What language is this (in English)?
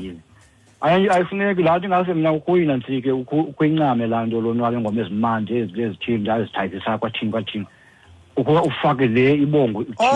Xhosa